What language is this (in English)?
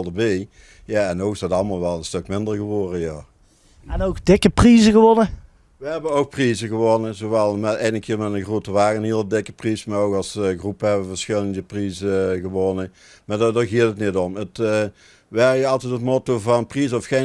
Limburgish